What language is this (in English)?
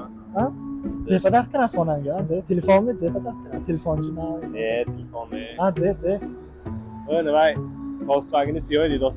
Tajik